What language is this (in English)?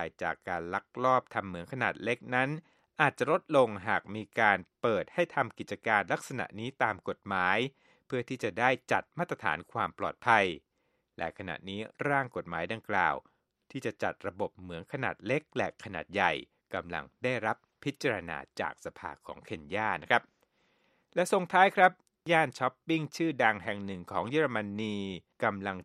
Thai